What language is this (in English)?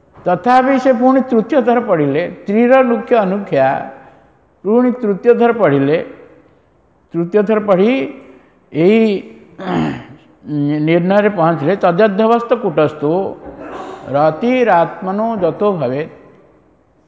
Odia